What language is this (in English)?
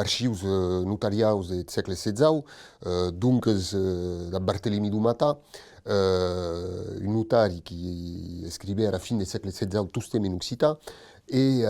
Occitan